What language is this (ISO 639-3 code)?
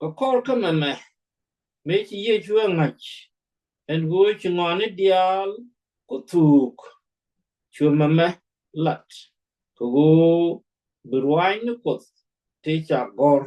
nus